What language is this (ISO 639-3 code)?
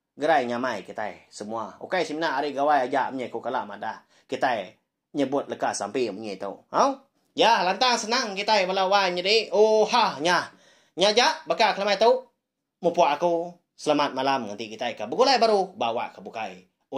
iba